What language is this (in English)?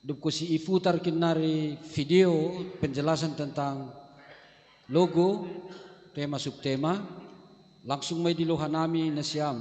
Batak Simalungun